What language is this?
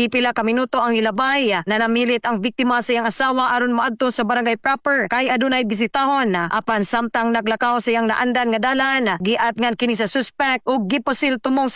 Cebuano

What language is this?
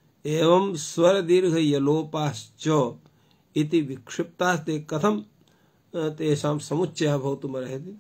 Sanskrit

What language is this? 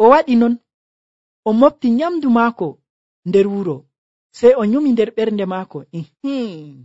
Nigerian Fulfulde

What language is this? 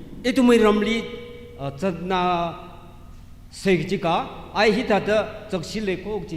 Tangkhul Naga (India)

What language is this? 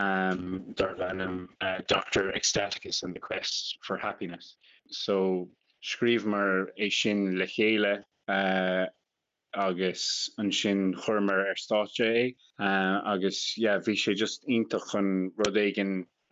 Irish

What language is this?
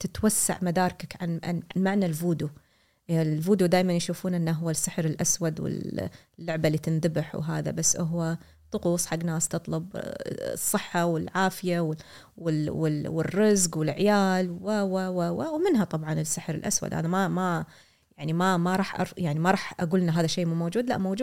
Gulf Arabic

